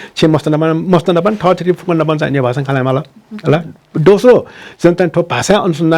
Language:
Newari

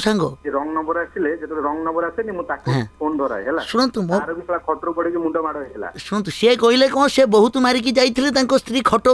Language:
Odia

